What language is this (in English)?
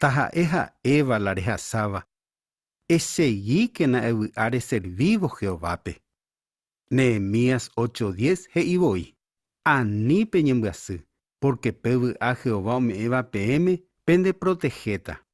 Guarani